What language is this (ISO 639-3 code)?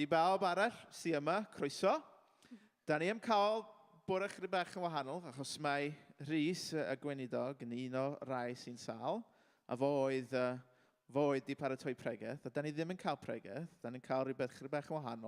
cym